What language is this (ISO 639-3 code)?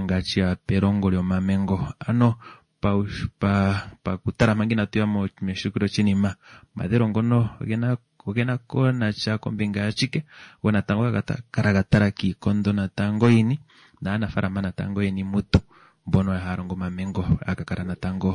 kua